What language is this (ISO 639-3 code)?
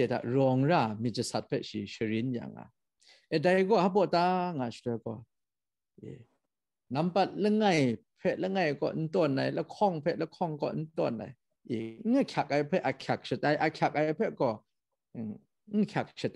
kac